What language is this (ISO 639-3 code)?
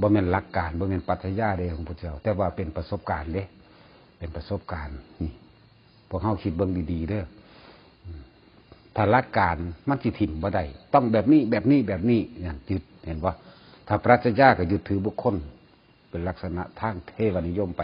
tts